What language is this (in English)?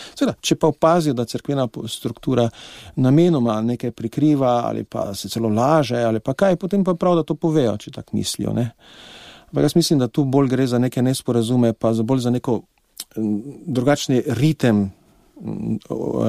Slovenian